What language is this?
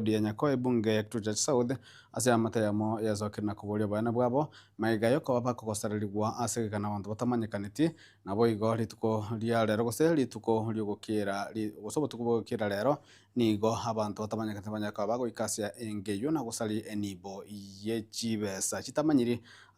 Gusii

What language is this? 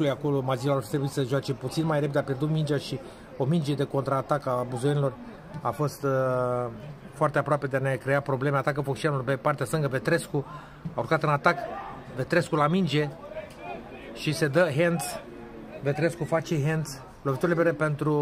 Romanian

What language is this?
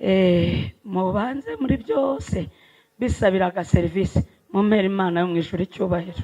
Kinyarwanda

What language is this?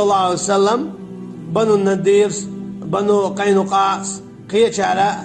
Chechen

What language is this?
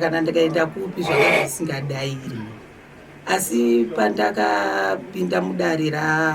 Shona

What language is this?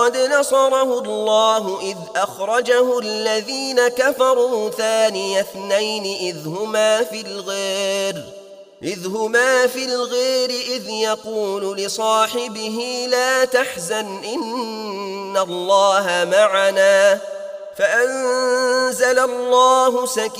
Arabic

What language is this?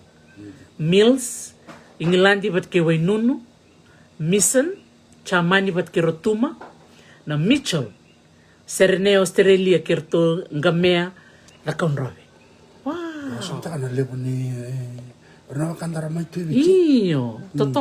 Fijian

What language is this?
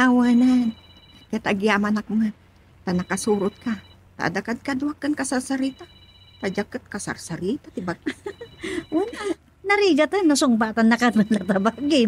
Iloko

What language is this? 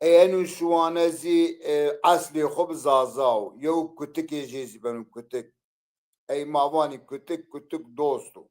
Zaza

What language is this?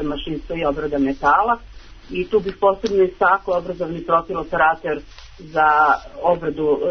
Serbian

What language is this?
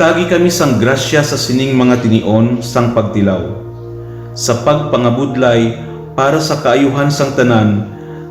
Hiligaynon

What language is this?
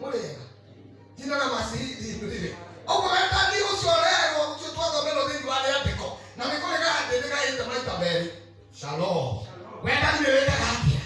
Kikuyu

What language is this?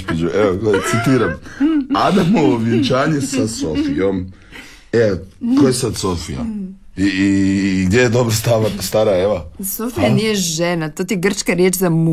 Croatian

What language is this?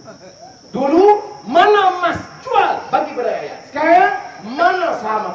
Malay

